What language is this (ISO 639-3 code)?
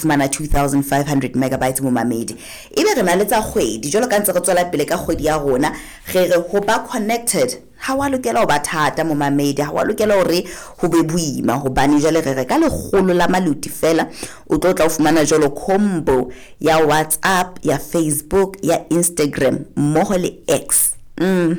sot